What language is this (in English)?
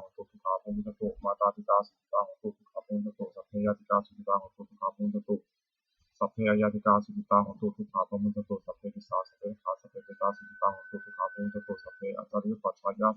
Pali